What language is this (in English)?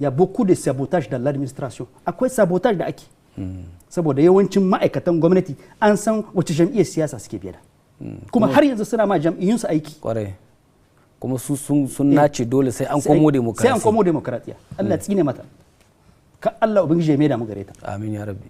Hausa